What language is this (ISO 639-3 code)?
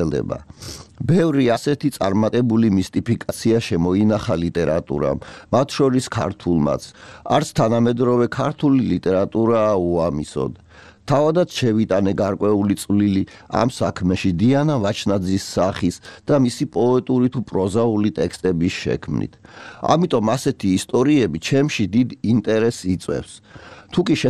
kat